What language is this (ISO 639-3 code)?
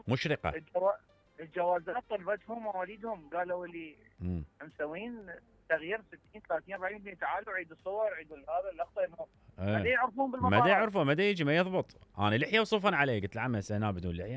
acm